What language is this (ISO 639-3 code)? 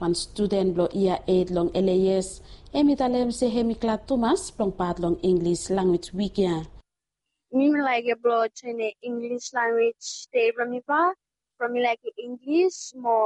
bis